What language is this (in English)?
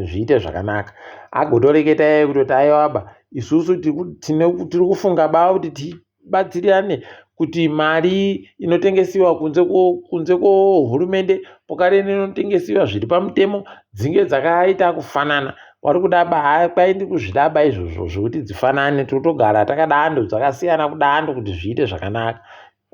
Ndau